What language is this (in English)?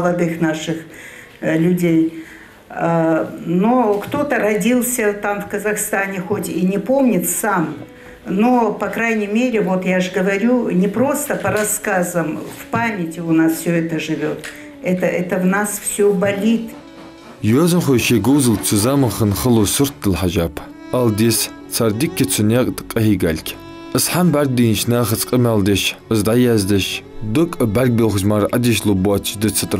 Ingush